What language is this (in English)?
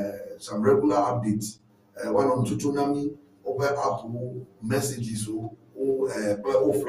Ewe